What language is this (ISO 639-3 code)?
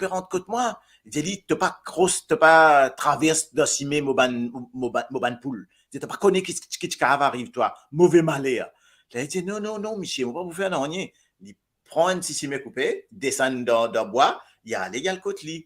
mfe